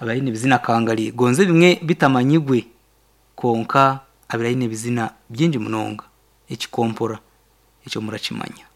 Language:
Nyankole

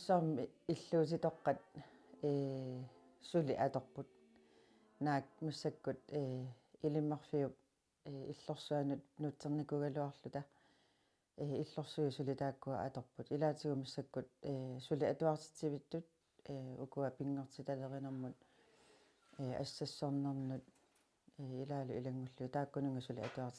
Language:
Kalaallisut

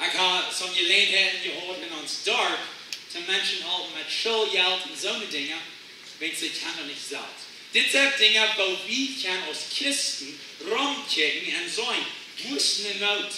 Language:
Plautdietsch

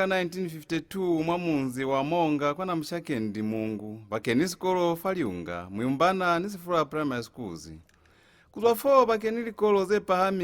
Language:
Lozi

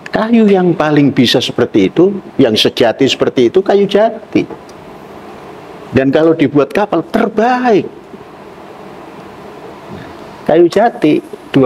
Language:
Indonesian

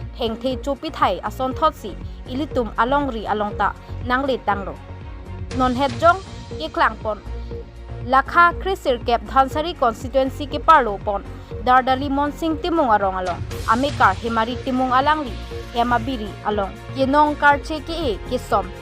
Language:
Karbi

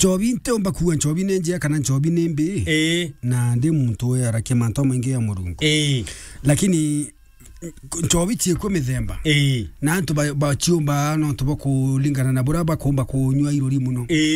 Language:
Meru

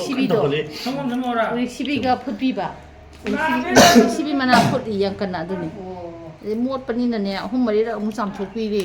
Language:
Manipuri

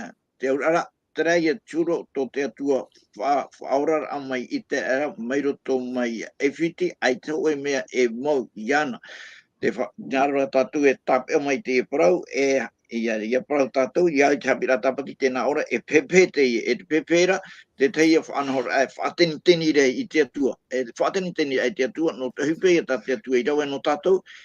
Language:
Tahitian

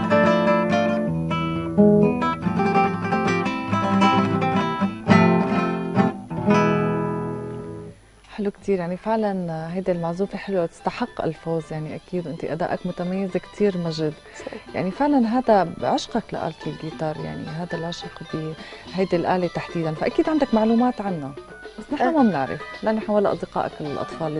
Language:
North Levantine Arabic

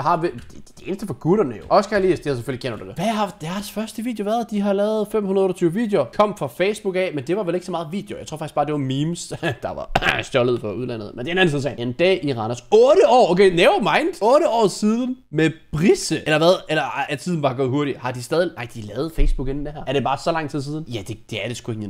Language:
Danish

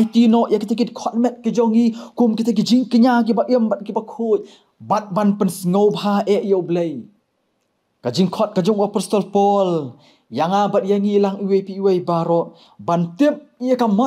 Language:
Khasi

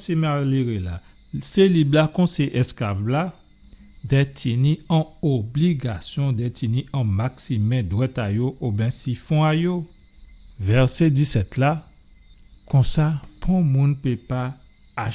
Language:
Guadeloupean Creole French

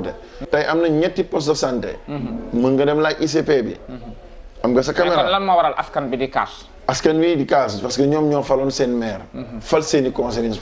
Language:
Wolof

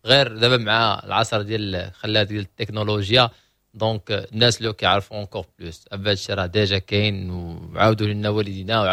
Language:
Moroccan Arabic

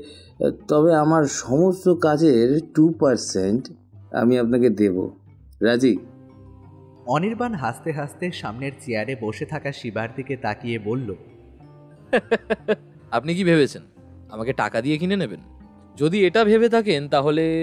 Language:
Bangla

